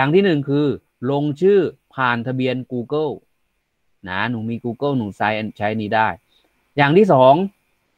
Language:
Thai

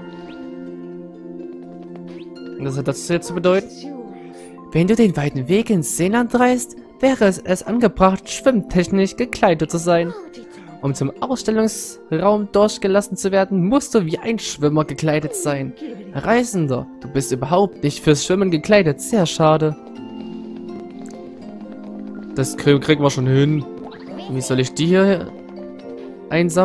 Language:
German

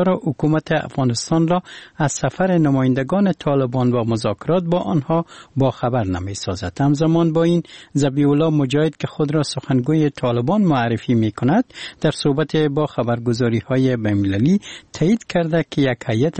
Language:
Persian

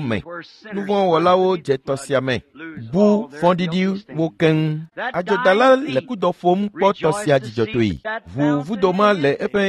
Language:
Ewe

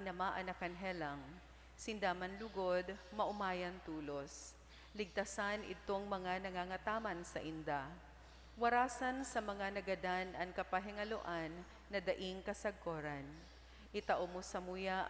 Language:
Bikol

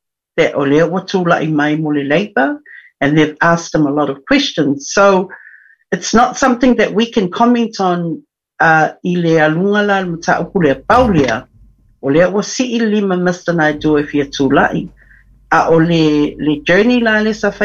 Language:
Samoan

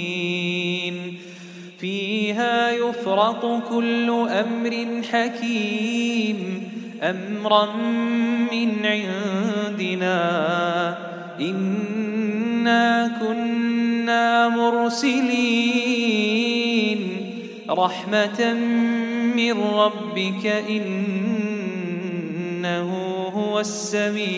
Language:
Arabic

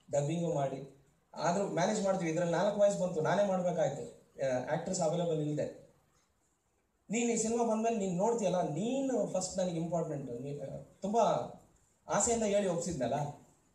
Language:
Kannada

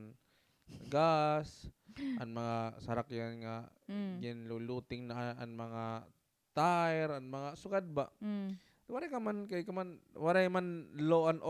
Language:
Waray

